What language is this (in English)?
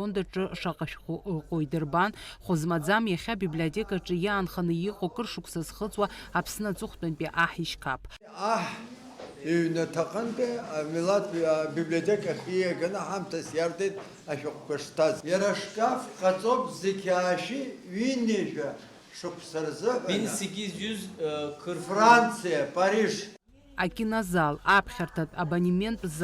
Abkhazian